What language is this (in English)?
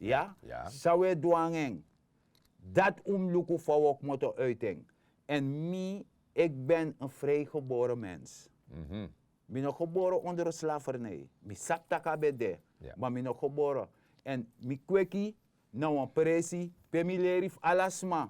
Sranan Tongo